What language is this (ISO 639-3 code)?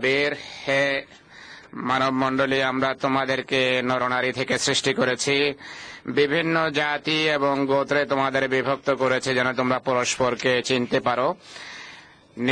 ben